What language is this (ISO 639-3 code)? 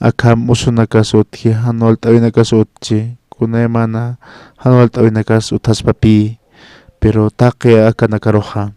aym